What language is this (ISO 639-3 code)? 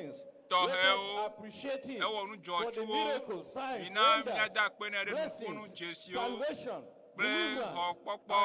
ewe